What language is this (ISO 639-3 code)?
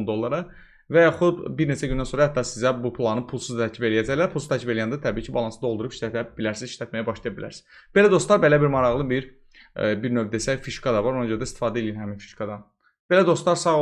aze